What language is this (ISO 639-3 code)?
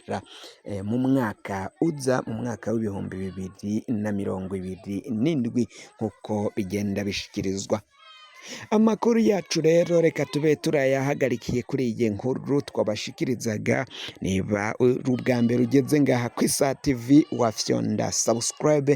run